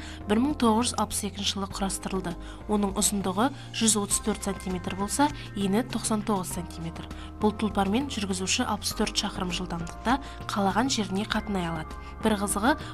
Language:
Kazakh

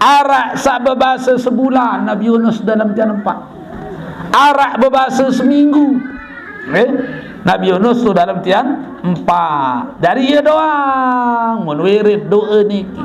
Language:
Sasak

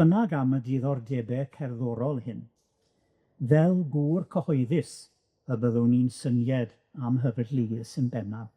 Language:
Welsh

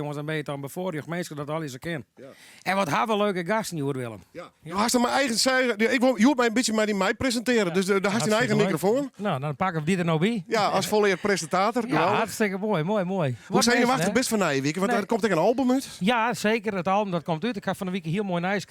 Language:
Western Frisian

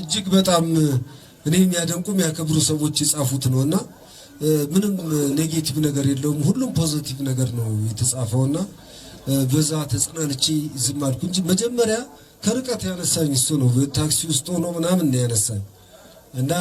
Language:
Amharic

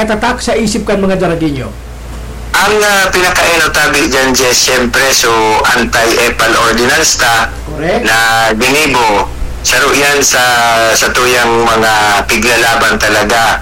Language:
Bikol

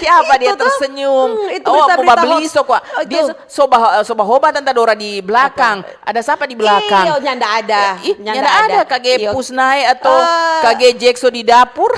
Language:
Manado Malay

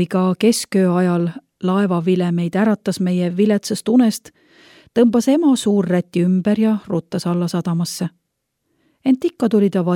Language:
Estonian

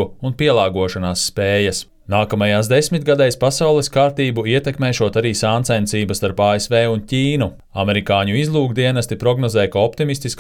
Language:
Latvian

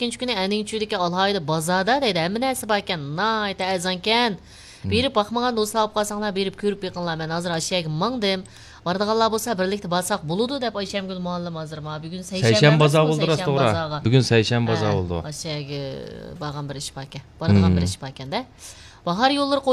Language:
Uyghur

